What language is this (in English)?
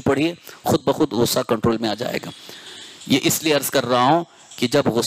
Urdu